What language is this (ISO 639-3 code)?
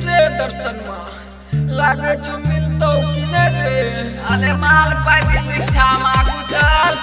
mai